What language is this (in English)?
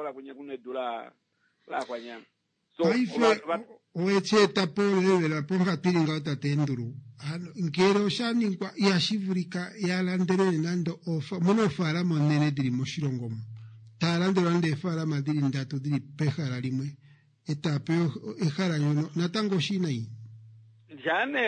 Kuanyama